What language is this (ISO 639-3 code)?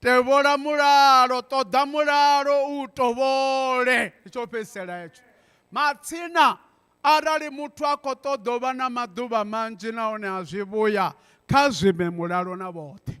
ven